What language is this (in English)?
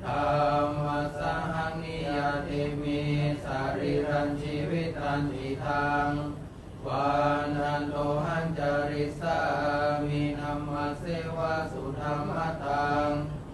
Pali